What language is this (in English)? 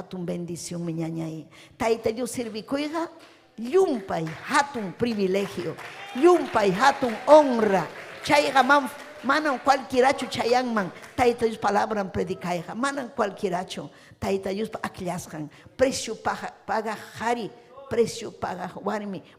Ayacucho Quechua